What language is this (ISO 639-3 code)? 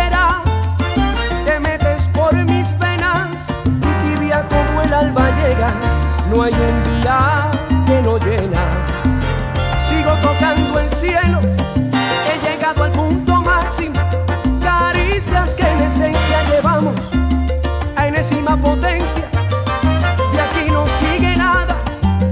spa